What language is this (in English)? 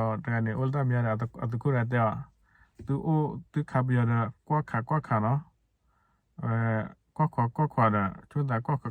S'gaw Karen